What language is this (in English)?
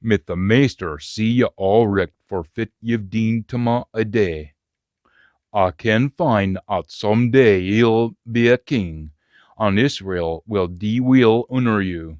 Scots